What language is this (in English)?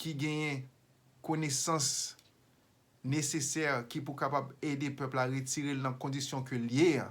Haitian Creole